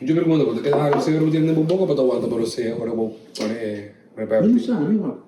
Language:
Papiamento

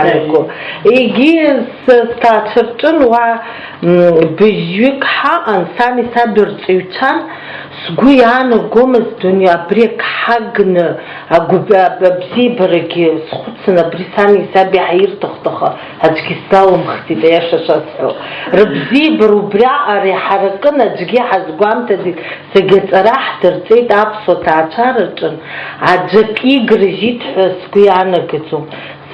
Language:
Abkhazian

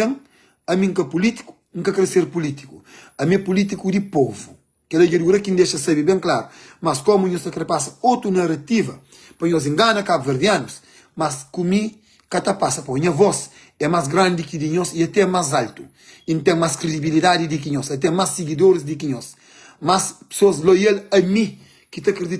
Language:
Kabuverdianu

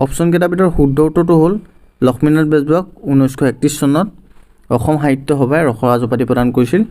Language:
Assamese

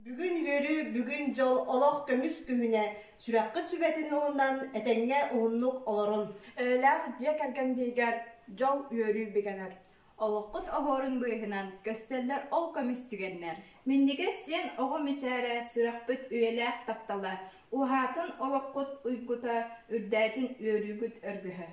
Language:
Yakut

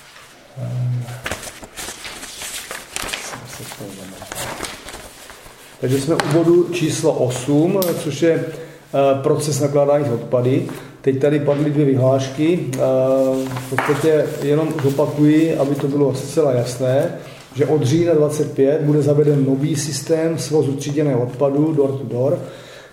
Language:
Czech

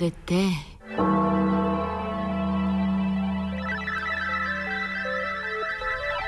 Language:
Bulgarian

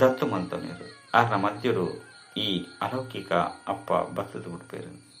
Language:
Tulu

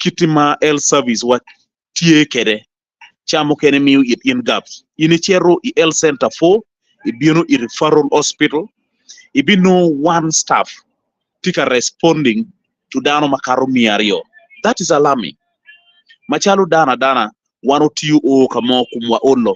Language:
Acoli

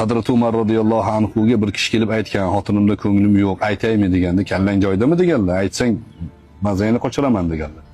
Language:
Uzbek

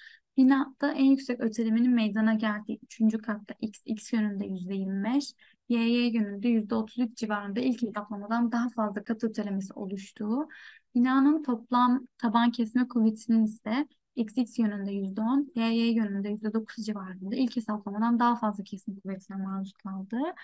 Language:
Turkish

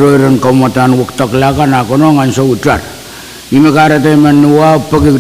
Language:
Pohnpeian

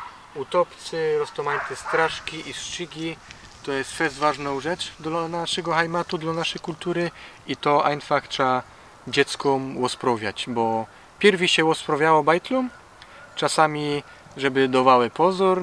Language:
Silesian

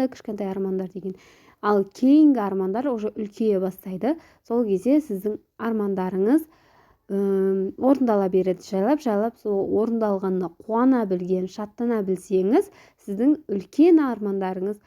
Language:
Kazakh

